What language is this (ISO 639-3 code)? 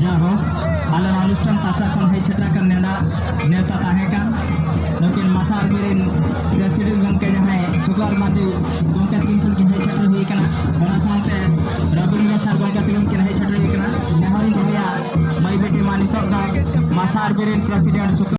sat